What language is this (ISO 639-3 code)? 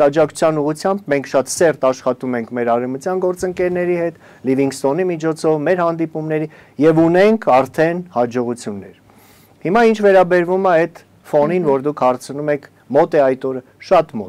hye